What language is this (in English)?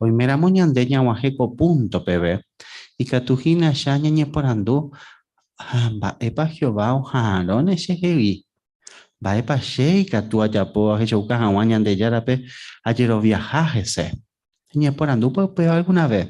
Guarani